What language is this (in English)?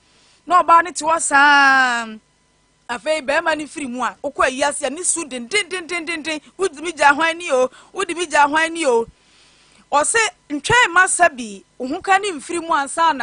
Akan